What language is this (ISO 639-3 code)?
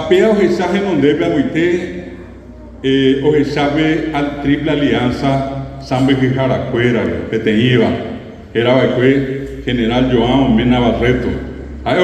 grn